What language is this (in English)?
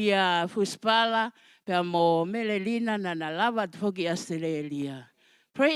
Tongan